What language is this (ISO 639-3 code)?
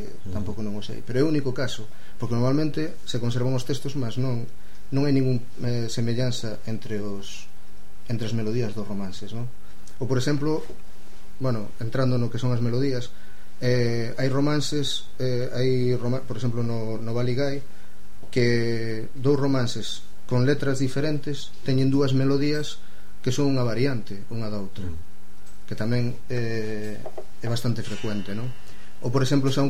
glg